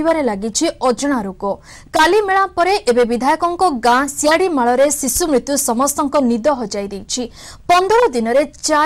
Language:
Odia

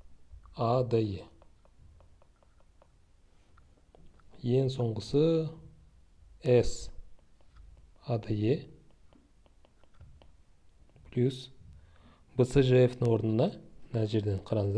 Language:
Kazakh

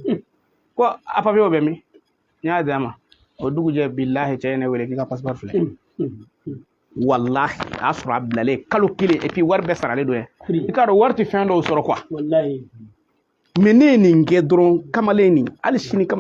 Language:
Bambara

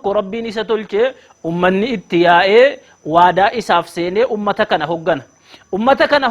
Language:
Oromo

